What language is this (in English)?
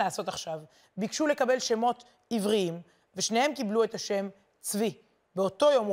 Hebrew